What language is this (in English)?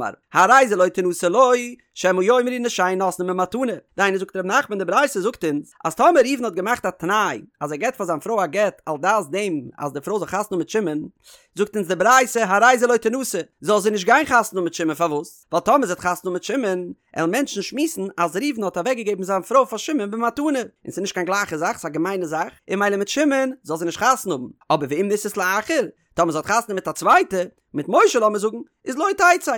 Yiddish